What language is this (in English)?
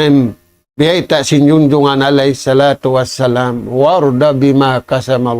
Tausug